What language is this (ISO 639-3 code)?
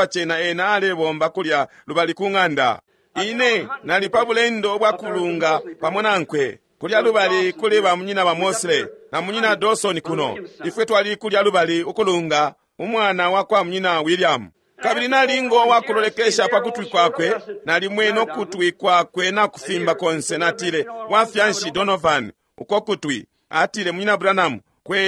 bem